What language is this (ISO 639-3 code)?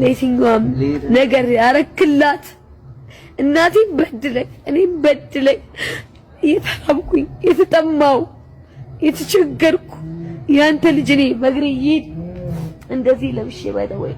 amh